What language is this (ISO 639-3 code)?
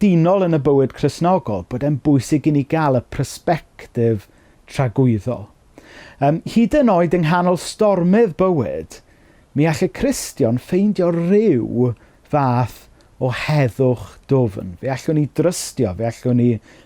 cym